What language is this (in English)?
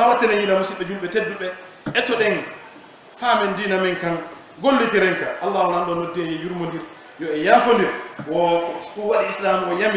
Pular